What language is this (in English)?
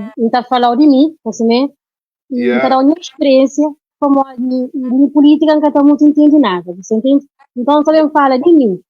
Kabuverdianu